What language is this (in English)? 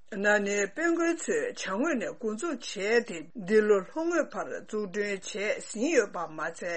Tibetan